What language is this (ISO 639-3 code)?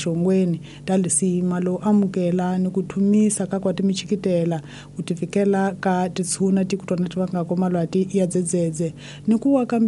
tso